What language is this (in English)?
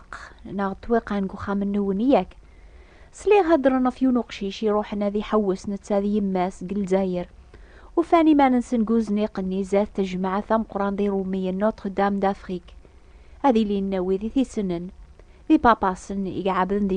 Kabyle